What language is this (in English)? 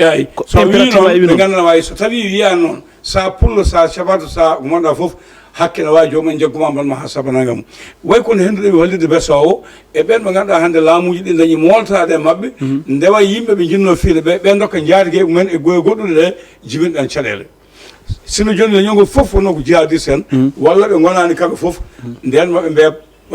Fula